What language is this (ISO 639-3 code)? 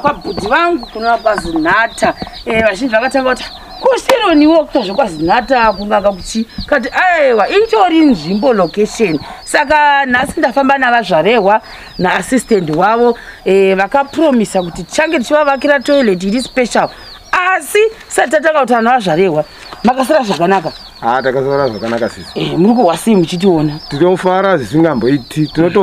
sna